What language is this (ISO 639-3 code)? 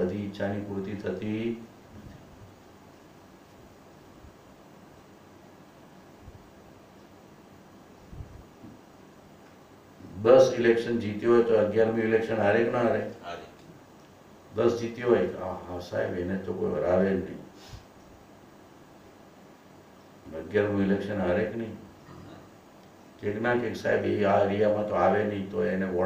guj